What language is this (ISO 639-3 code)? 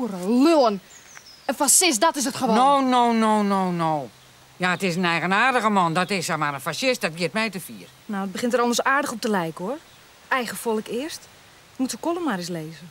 fry